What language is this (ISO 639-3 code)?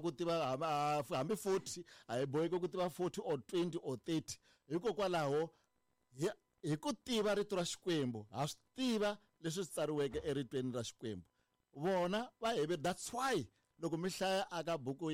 tso